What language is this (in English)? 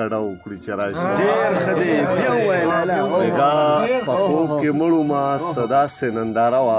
Pashto